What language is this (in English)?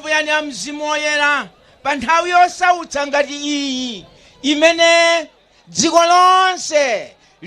Nyanja